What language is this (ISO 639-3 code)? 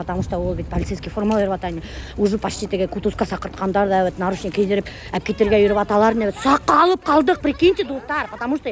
bak